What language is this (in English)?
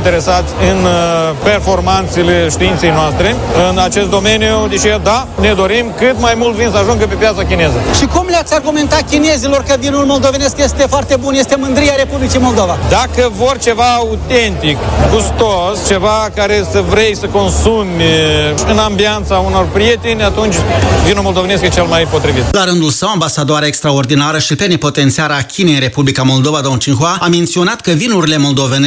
Romanian